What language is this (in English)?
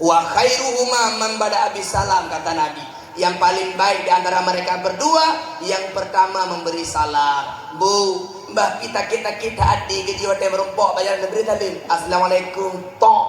Achinese